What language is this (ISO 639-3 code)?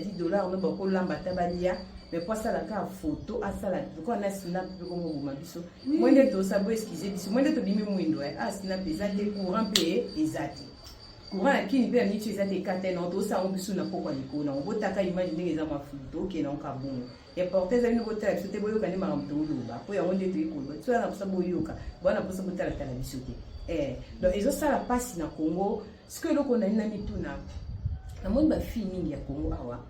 lin